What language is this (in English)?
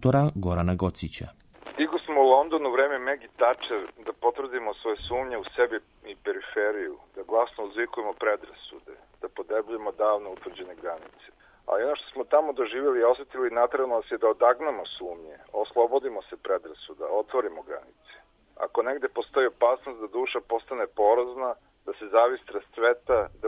Serbian